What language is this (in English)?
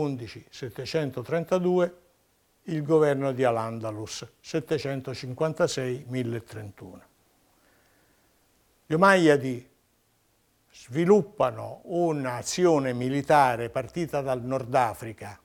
Italian